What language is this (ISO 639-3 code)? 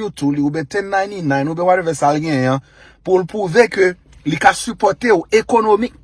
hat